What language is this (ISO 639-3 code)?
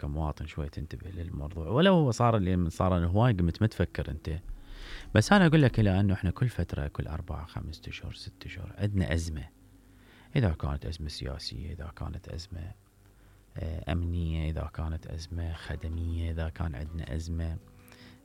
acm